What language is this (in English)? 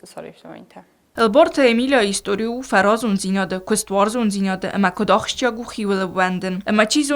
Ossetic